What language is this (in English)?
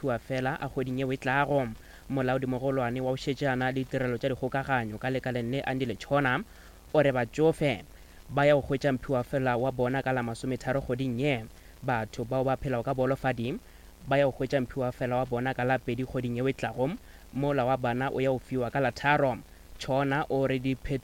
Northern Sotho